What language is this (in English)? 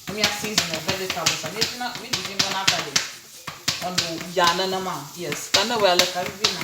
Ewe